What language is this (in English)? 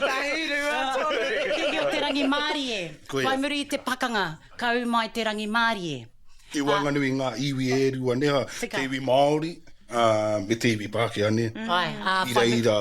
Māori